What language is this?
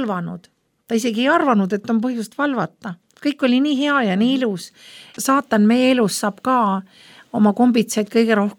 Estonian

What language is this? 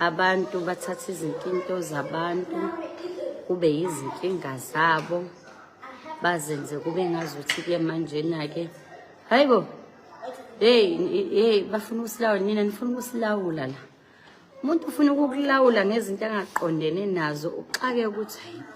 Zulu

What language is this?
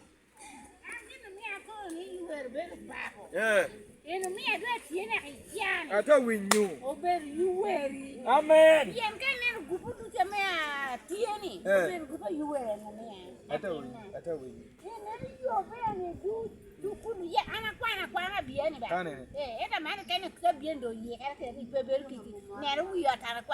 Lango (Uganda)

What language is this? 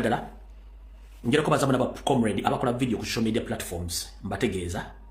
Ganda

